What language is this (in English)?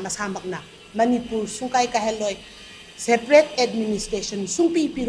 Manipuri